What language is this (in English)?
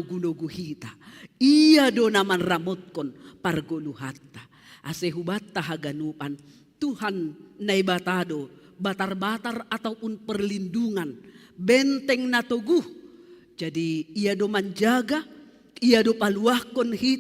Batak Simalungun